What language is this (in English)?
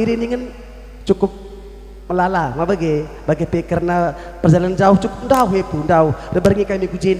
Batak Karo